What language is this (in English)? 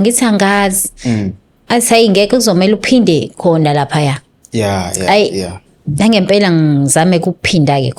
Zulu